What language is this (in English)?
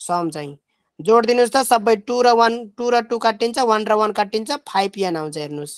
Nepali